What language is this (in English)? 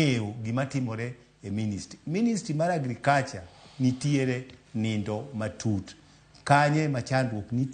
Luo (Kenya and Tanzania)